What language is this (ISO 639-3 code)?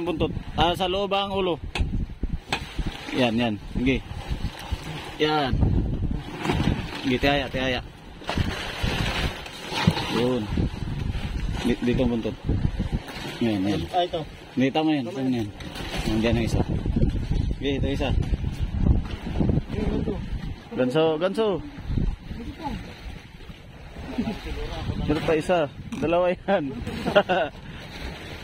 fil